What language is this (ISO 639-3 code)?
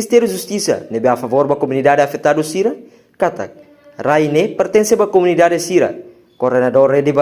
tet